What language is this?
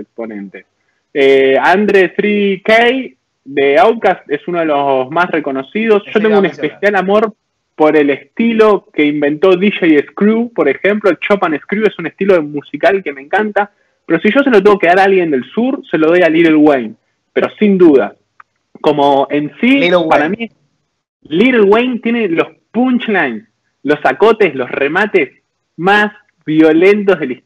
Spanish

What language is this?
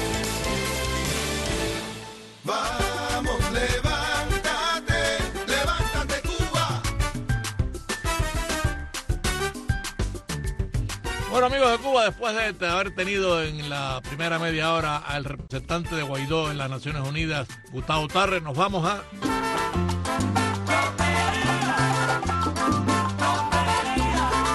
Spanish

